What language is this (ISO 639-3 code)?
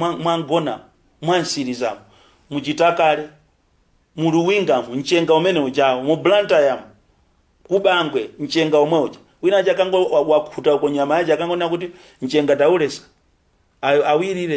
nya